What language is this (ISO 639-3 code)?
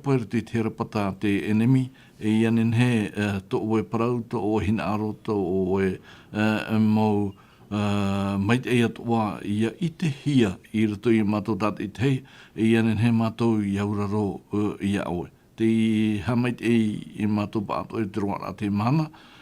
tah